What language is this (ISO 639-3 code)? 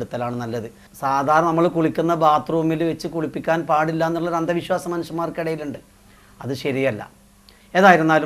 mal